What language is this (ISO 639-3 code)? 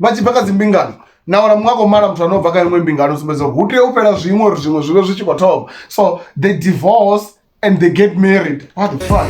ven